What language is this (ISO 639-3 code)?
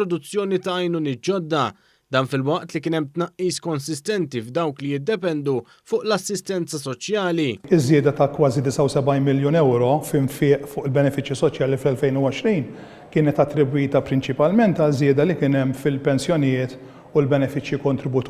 mlt